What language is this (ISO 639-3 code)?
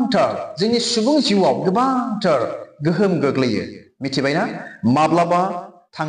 brx